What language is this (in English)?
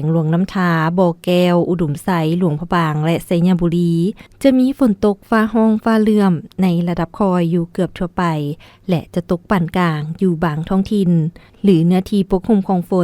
Lao